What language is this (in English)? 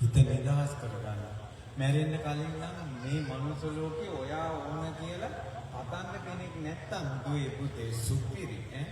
Sinhala